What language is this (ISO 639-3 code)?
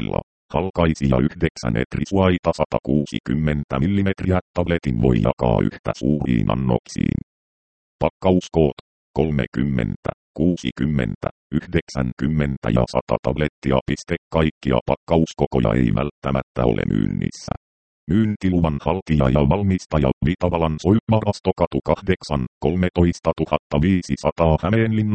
fin